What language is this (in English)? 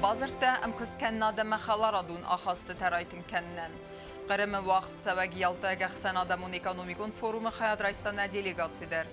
Ossetic